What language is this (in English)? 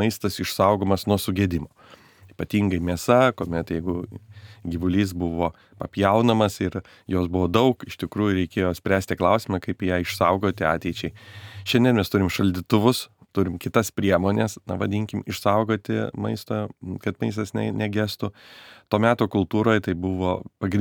Lithuanian